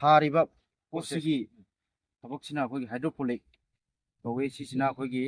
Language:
Manipuri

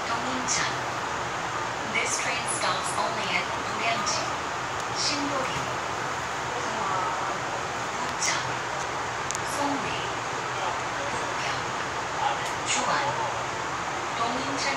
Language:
Korean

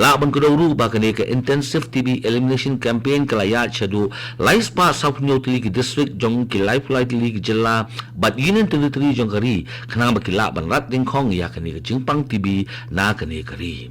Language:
Khasi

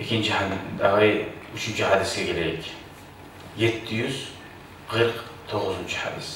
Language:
Kumyk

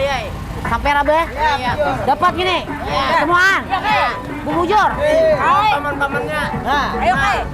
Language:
Banjar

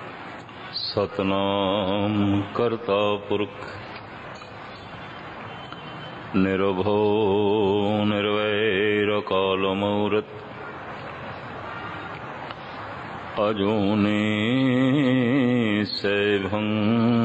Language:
Punjabi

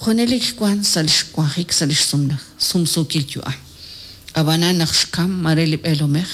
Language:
Kekchí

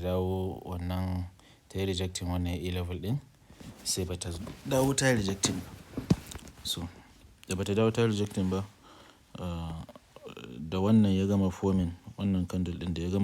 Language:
Hausa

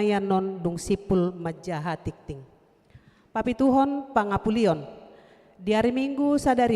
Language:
Batak Toba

